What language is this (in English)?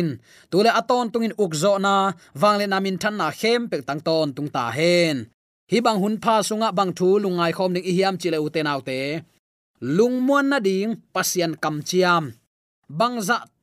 Tedim Chin